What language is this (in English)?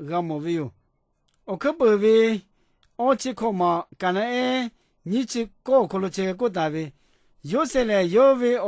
Lahu